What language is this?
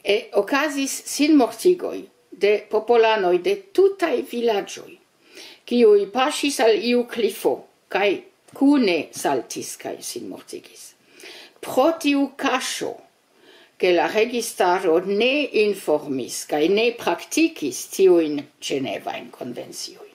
Esperanto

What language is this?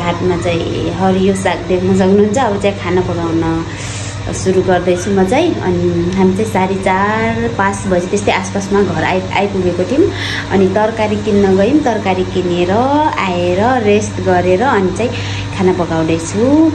Nepali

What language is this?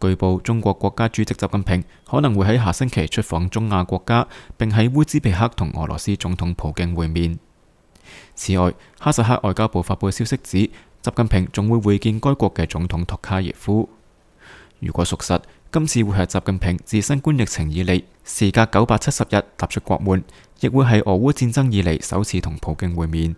Cantonese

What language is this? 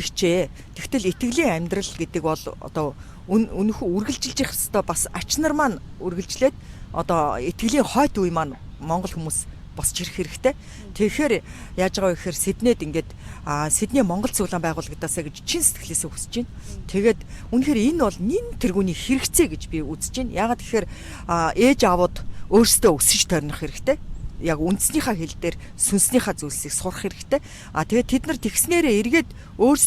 Mongolian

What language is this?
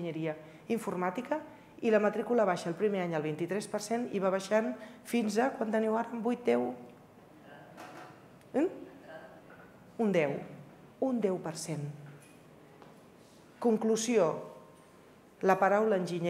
Catalan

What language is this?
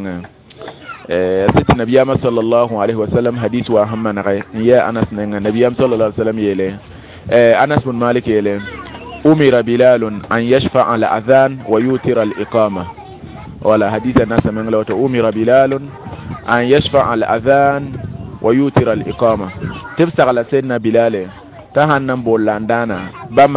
Mossi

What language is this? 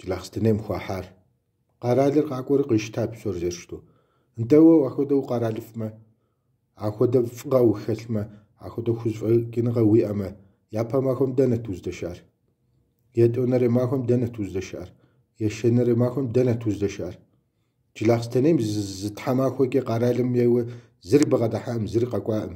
Kabardian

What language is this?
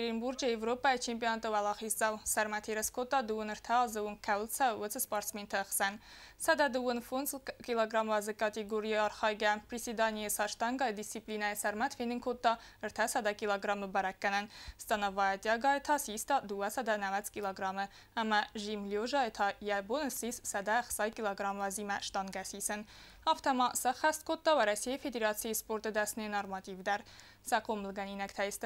Ossetic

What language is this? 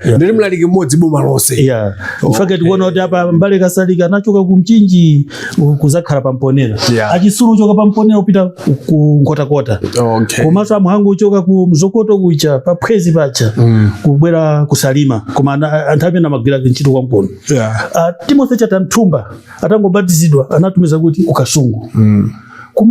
Nyanja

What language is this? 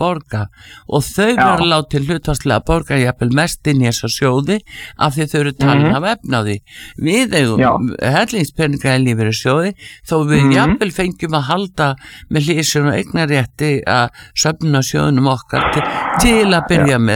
Icelandic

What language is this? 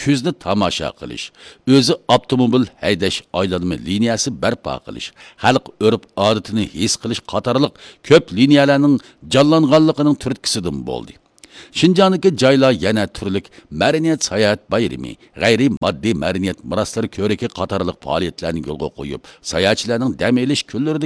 Uyghur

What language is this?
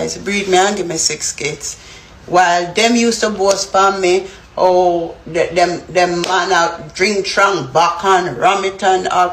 Jamaican Creole English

